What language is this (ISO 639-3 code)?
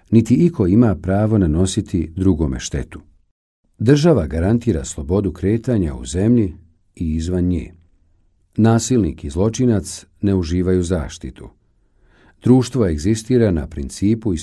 bos